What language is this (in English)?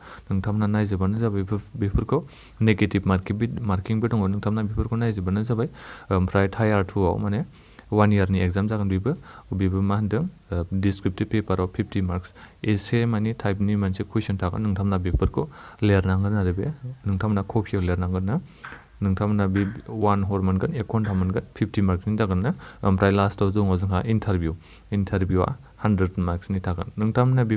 Bodo